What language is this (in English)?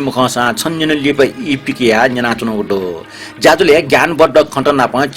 Newari